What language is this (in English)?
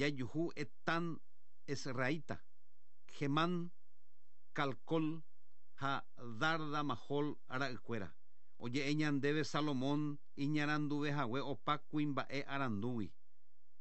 Guarani